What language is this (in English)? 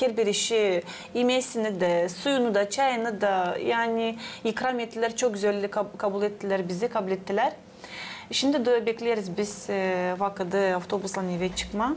Gagauz